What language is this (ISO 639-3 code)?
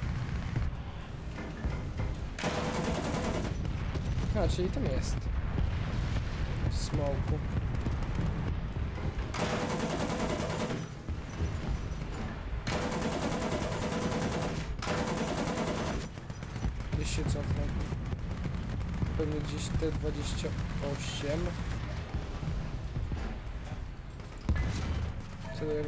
pol